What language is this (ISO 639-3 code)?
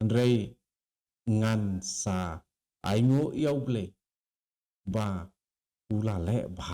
kha